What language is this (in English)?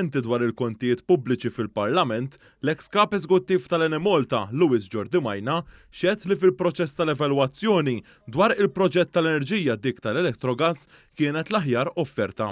Maltese